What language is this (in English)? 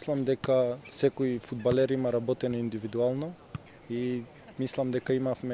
Macedonian